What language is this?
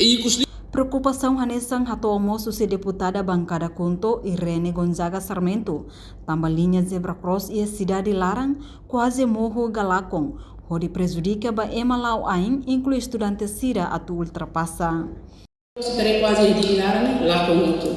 Tetum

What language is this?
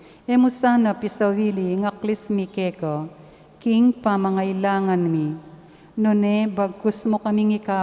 Pampanga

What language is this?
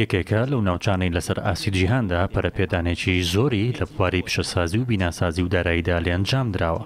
Central Kurdish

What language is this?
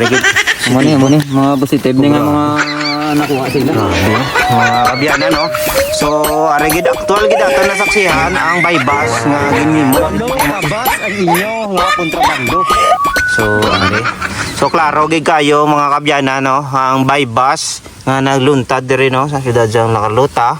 Hiligaynon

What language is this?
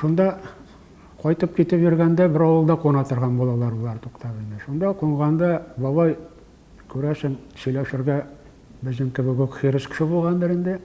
Tatar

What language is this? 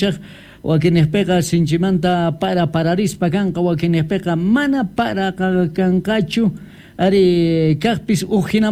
South Bolivian Quechua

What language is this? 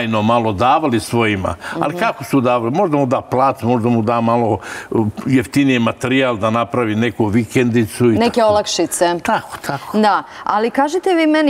Serbian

